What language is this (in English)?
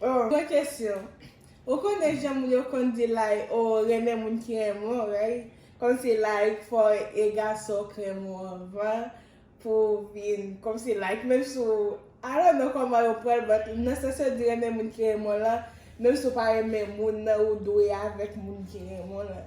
Haitian Creole